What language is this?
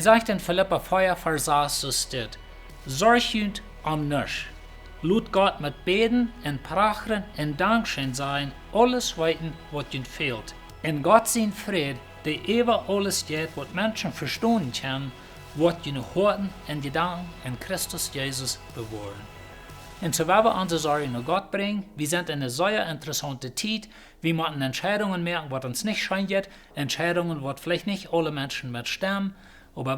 Plautdietsch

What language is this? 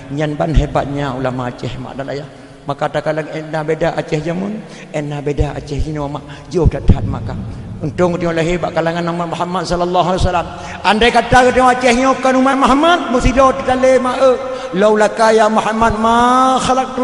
Achinese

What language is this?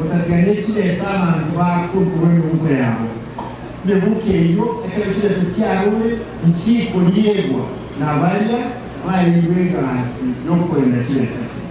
Gusii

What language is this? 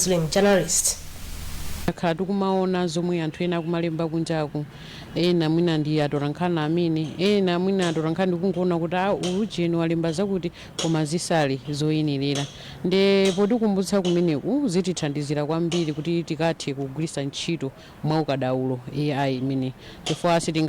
Nyanja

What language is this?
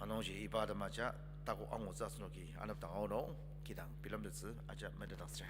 Ao Naga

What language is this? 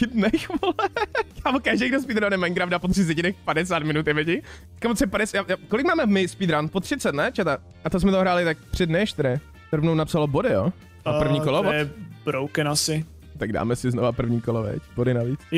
Czech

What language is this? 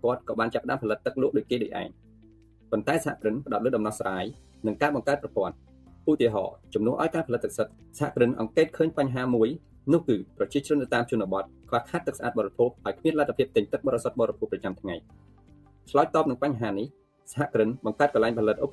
Khmer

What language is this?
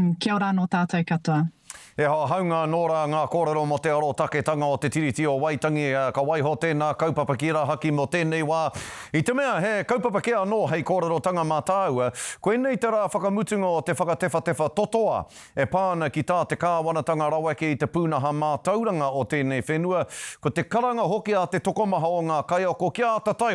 Māori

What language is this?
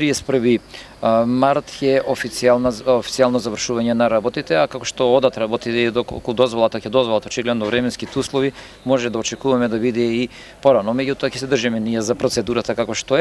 Macedonian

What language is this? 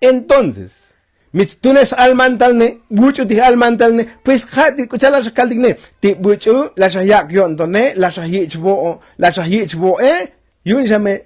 Tzotzil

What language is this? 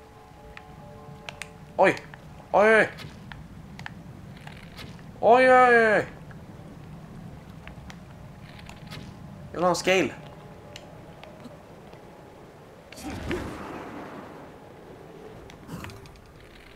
Swedish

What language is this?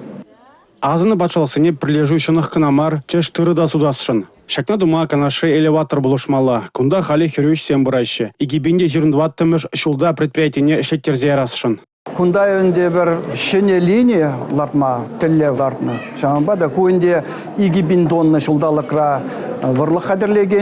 Chuvash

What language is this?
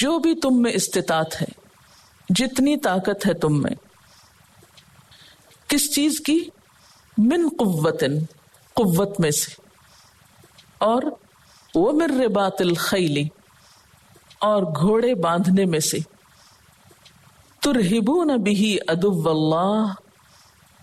Urdu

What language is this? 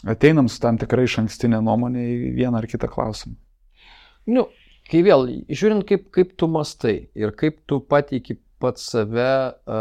Lithuanian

